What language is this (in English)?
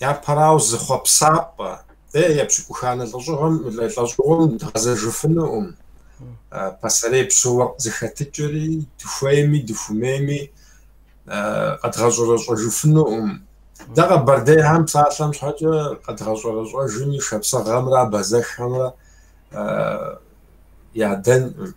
Kabardian